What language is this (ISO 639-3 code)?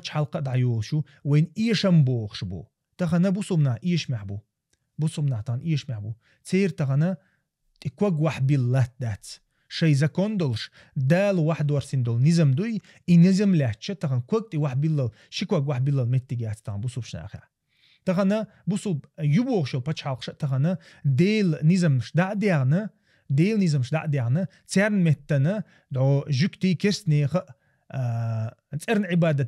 che